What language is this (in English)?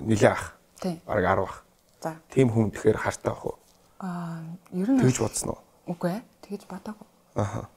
Mongolian